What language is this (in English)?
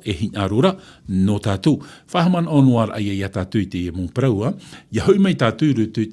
Tahitian